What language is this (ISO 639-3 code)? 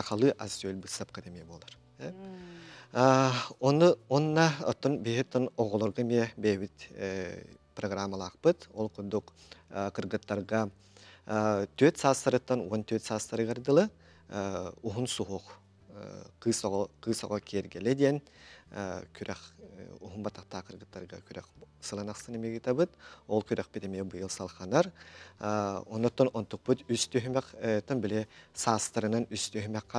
sah